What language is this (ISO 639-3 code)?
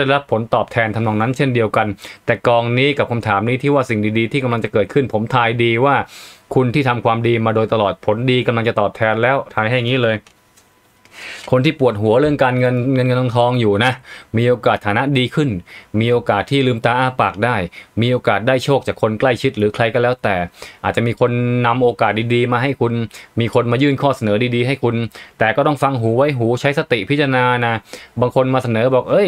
tha